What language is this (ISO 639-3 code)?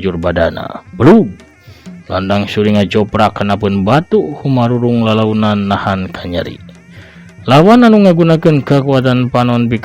sun